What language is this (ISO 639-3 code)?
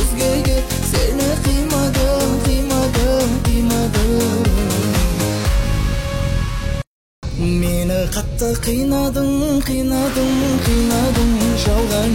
kaz